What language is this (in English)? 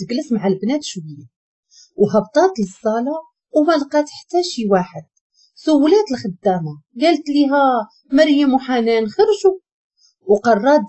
Moroccan Arabic